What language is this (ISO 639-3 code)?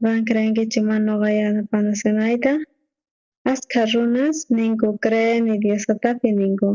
quh